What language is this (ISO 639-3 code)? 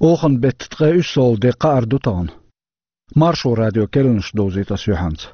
che